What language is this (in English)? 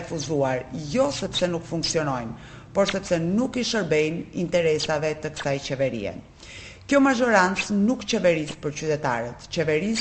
Albanian